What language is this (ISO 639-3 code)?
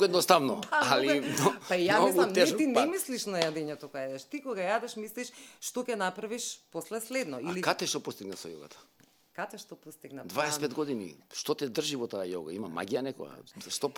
mkd